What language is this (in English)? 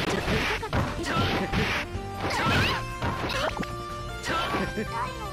Japanese